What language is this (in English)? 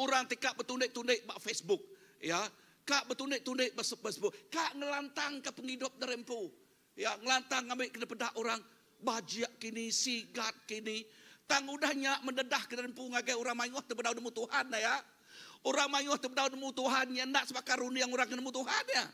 Iban